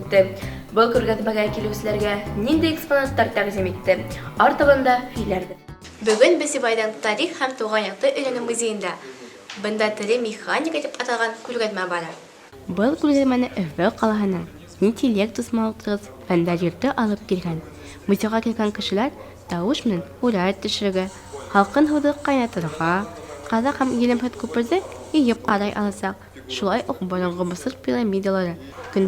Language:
Bashkir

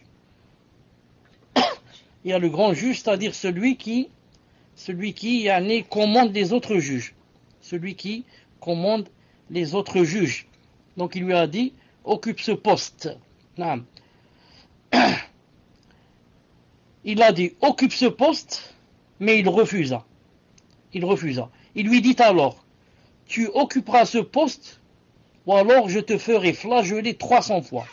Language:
French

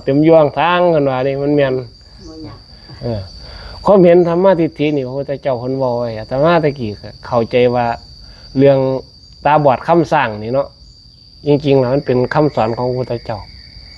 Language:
Northeastern Thai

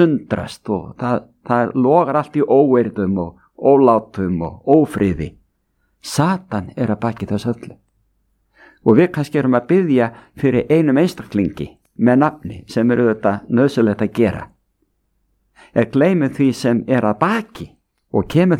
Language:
Icelandic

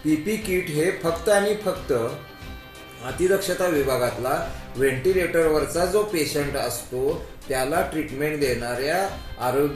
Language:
Marathi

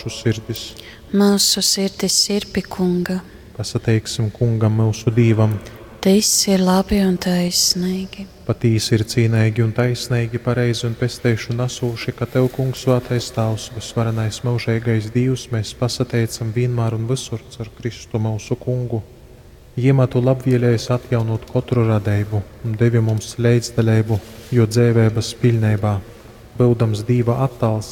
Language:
Latgalian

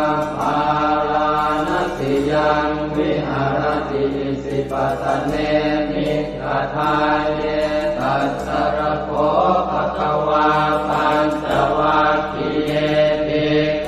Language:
Pali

